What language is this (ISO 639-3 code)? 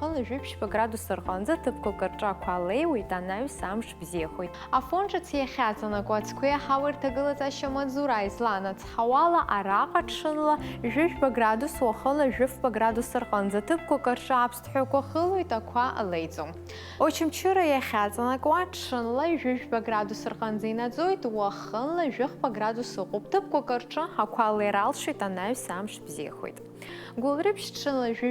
abk